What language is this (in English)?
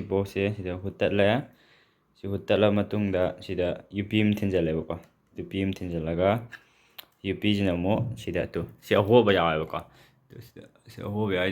Manipuri